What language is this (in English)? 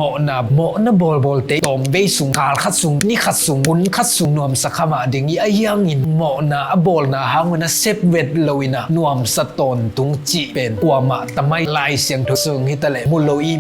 Tedim Chin